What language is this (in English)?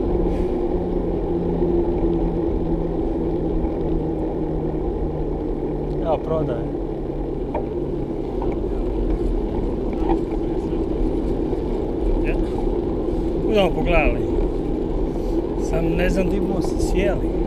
Croatian